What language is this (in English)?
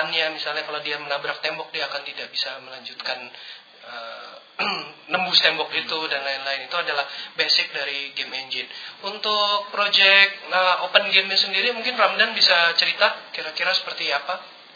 Indonesian